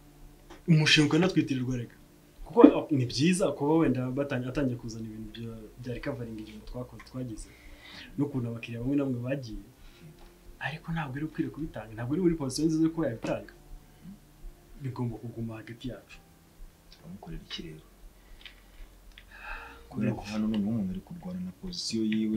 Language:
Kinyarwanda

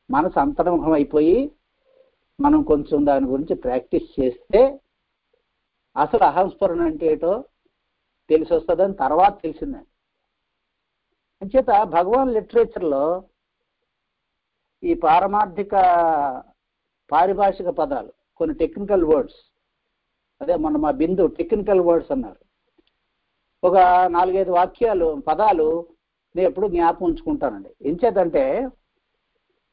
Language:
Telugu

